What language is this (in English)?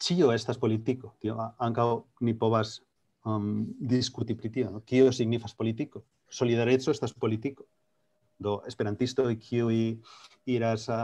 Esperanto